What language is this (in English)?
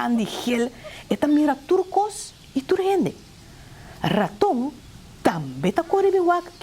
Papiamento